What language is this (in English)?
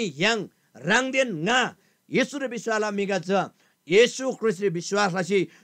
Eastern Tamang